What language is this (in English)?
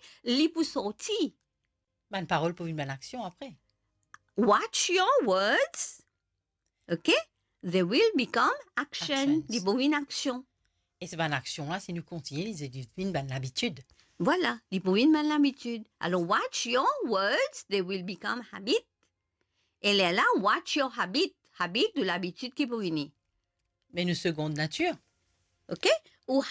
Morisyen